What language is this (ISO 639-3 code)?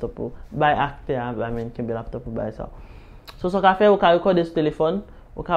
hat